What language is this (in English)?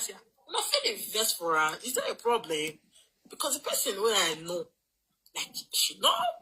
Nigerian Pidgin